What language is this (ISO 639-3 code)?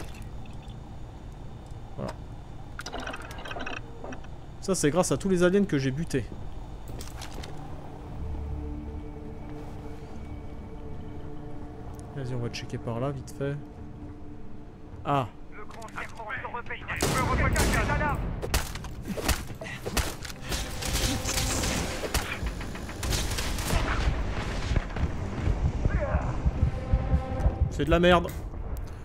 fra